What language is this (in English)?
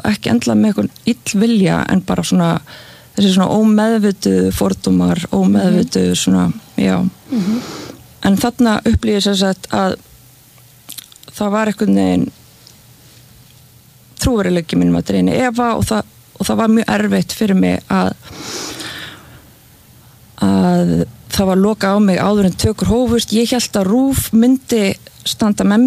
Icelandic